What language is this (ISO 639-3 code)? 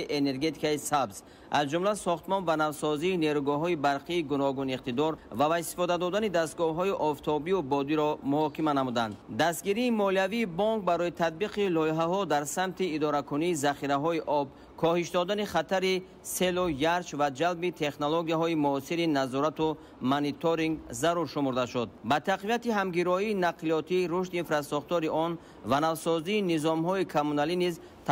tgk